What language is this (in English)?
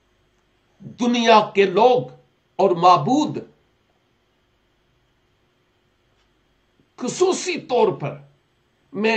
Urdu